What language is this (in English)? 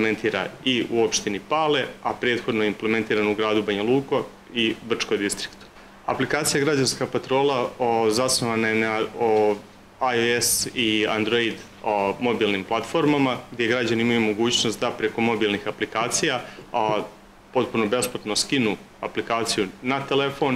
Bosnian